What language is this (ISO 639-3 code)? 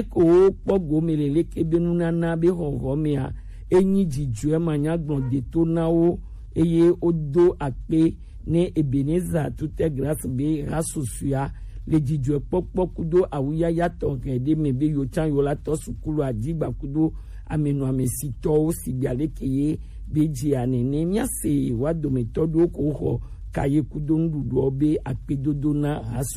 gej